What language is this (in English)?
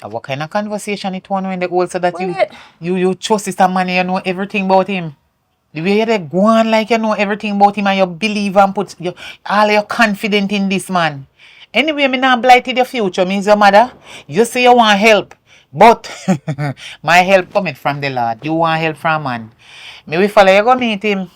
Jamaican Creole English